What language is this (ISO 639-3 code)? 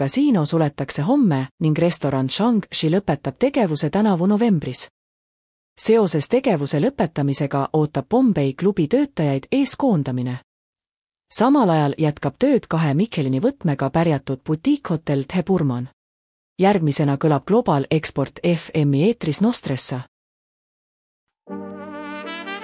est